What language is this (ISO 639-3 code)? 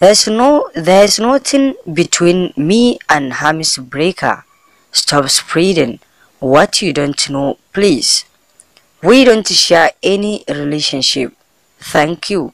hau